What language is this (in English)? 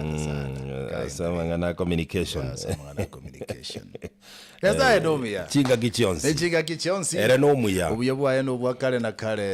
Gusii